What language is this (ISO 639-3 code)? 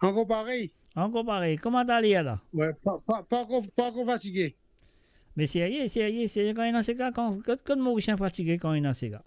mfe